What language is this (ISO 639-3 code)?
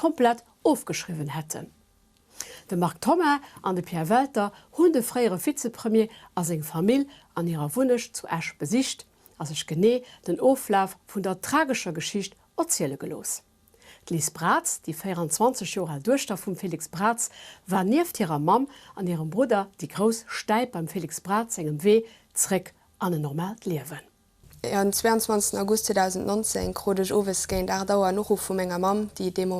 ltz